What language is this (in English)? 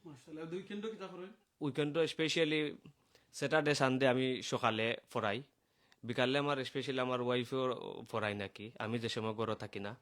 Sylheti